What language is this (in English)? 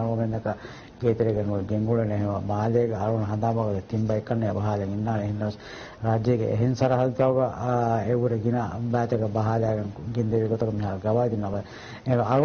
Divehi